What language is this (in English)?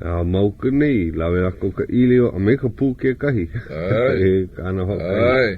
Hawaiian